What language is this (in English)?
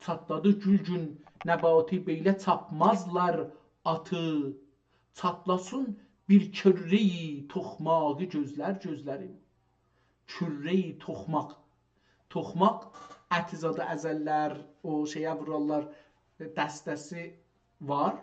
South Azerbaijani